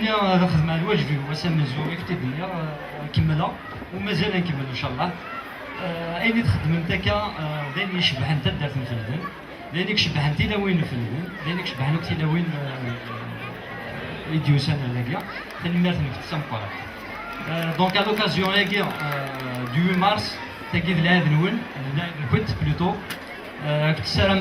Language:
Kabyle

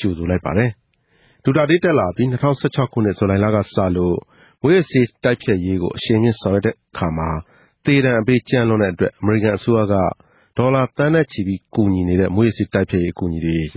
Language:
Burmese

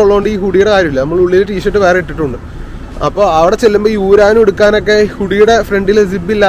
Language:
Malayalam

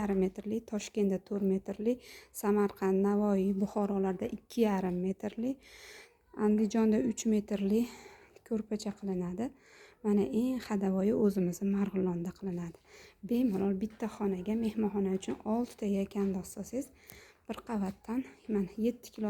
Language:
Uzbek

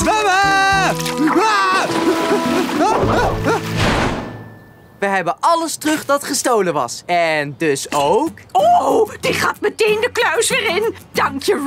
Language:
Dutch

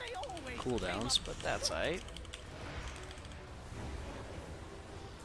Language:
English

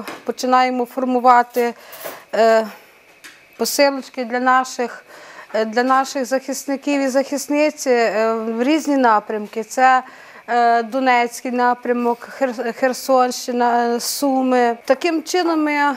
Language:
Ukrainian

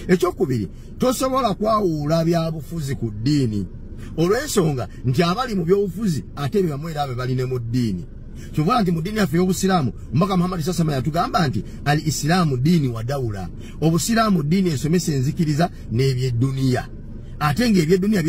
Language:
Ganda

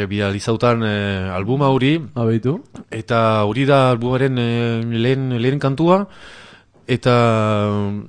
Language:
Basque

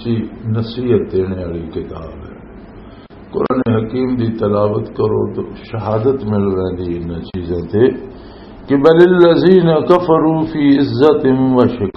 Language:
Western Panjabi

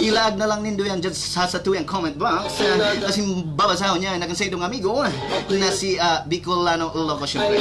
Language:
Bikol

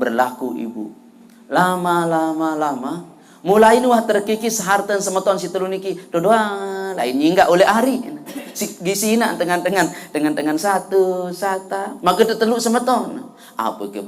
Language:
Sasak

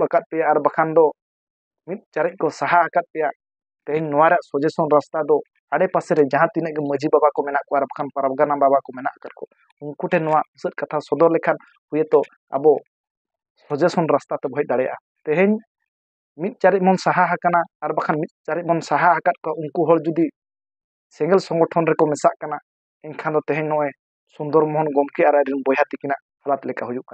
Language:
Santali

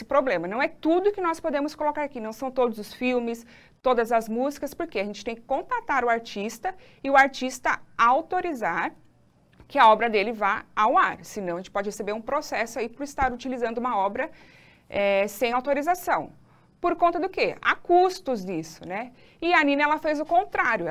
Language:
Portuguese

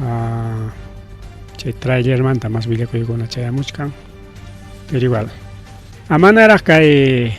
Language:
Ayacucho Quechua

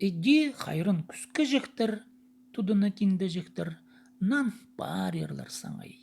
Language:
Khakas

